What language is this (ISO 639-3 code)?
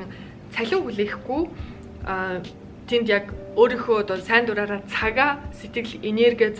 mon